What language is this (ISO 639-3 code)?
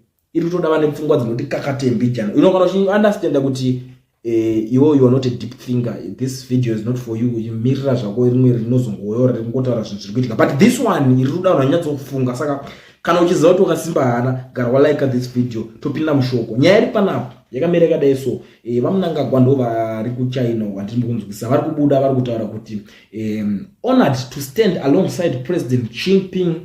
sna